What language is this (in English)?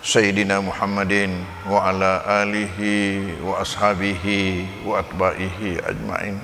Buginese